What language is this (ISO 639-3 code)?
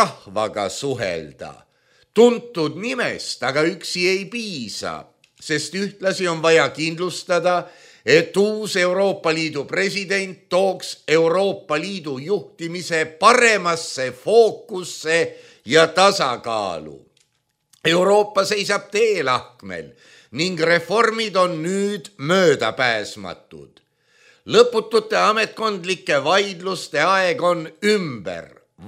est